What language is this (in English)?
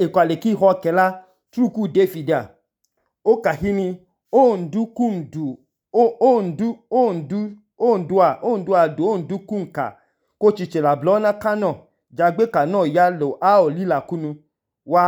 Idoma